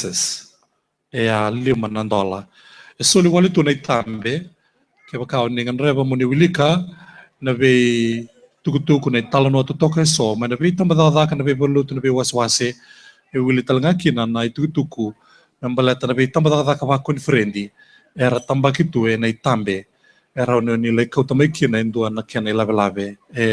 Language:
Fijian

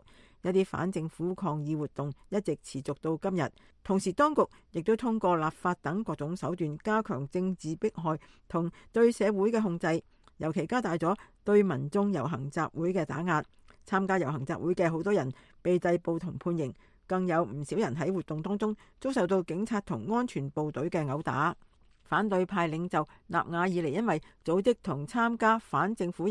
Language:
Cantonese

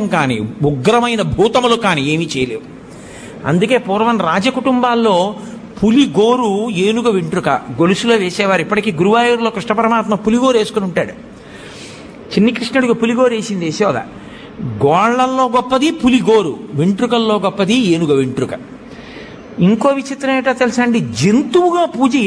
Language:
Telugu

